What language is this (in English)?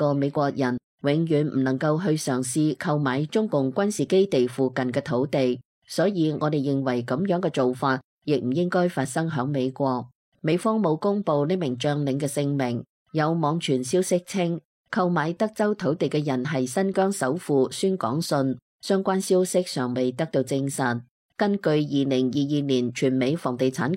Cantonese